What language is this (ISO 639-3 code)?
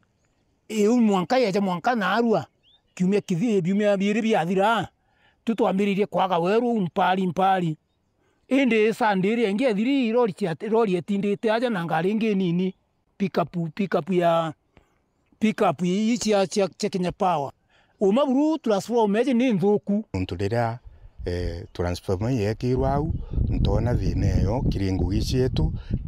mer